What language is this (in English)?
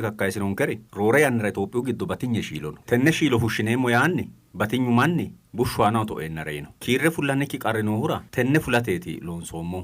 Sidamo